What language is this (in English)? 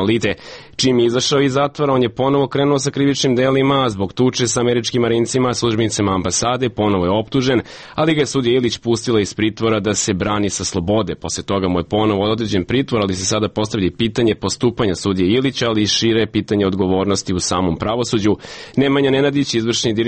Serbian